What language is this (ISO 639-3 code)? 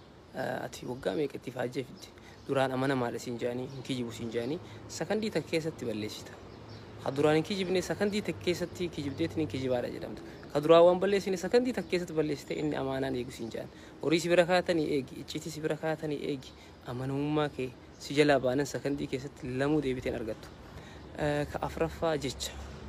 orm